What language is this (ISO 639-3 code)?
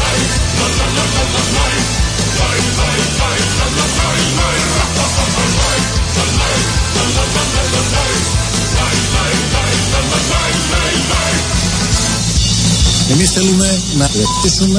ell